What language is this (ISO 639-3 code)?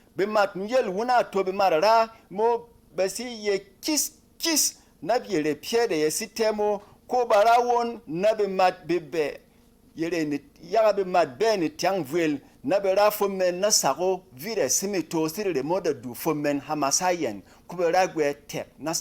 bom